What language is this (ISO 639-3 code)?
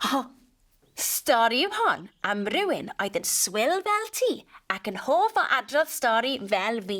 cym